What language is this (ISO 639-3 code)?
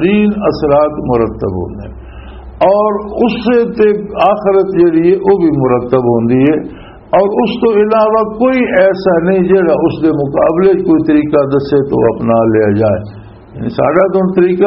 lah